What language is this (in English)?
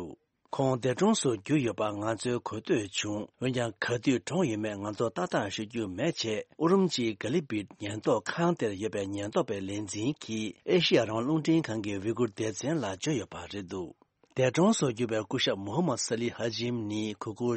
Tibetan